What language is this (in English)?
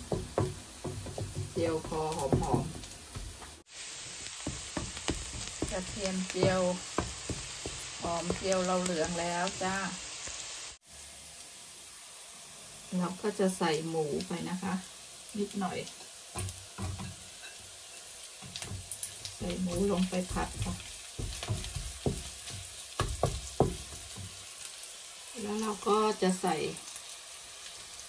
Thai